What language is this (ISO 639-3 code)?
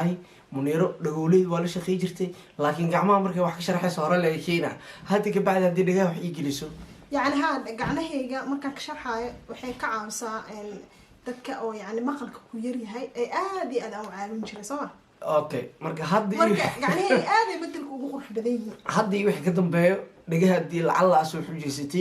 som